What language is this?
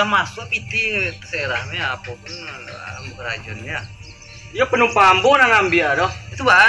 Minangkabau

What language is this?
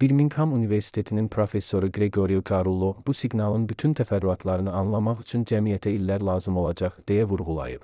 Azerbaijani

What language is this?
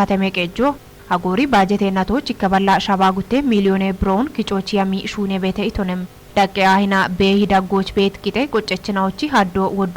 Kafa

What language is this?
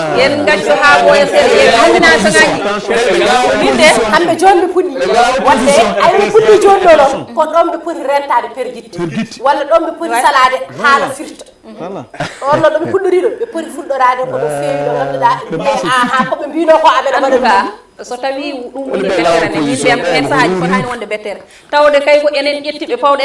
Fula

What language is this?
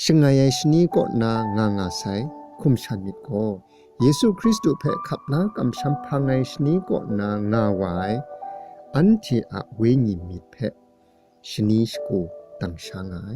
Kachin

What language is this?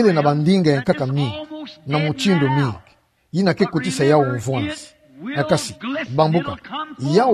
Kituba (Democratic Republic of Congo)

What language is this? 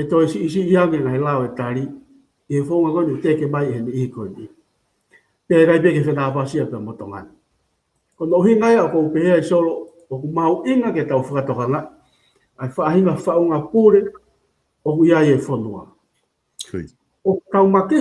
Tongan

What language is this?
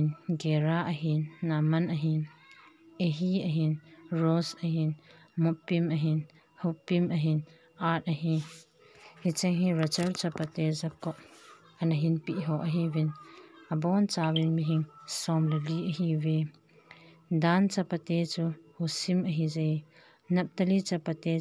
Thado Chin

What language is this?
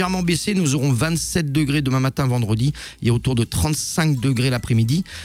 French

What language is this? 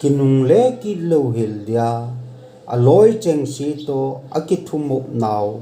Thado Chin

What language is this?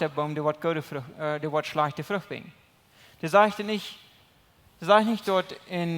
Plautdietsch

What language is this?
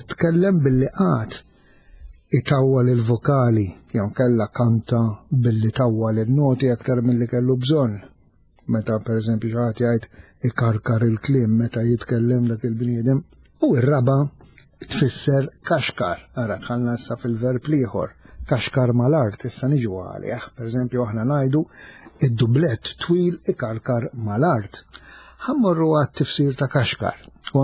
Maltese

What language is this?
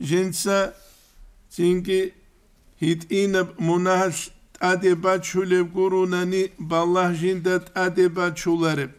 Avaric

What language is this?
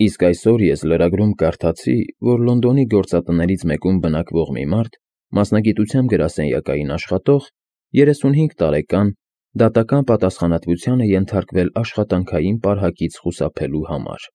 Armenian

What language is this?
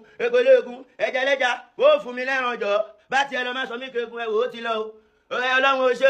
Yoruba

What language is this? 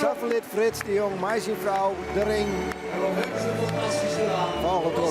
Western Frisian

